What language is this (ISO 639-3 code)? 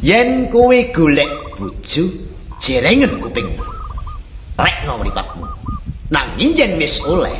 jav